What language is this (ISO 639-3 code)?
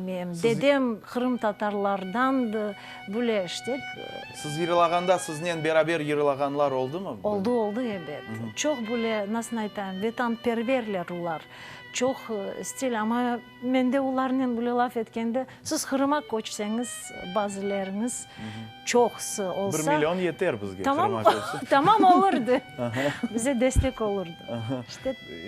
crh